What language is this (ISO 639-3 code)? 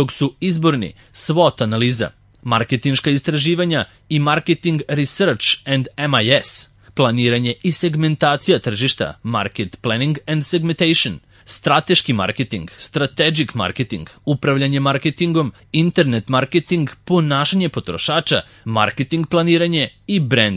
srp